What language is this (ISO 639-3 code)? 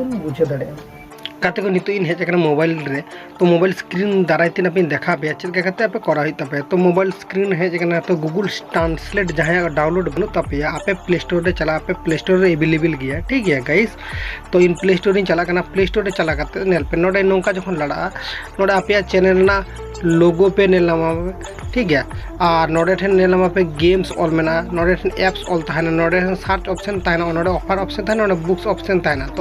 sat